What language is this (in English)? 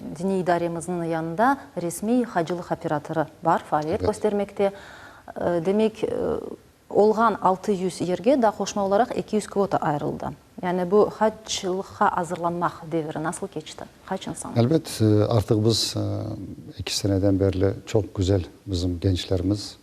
Crimean Tatar